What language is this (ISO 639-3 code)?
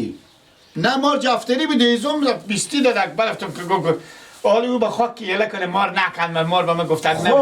fas